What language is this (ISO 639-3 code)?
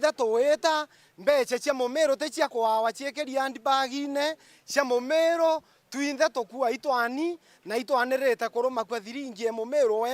mer